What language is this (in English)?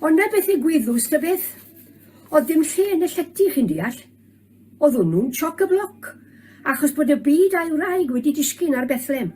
Welsh